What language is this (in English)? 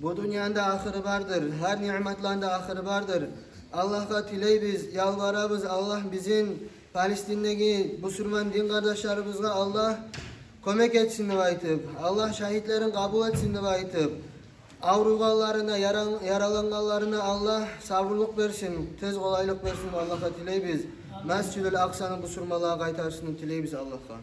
Kumyk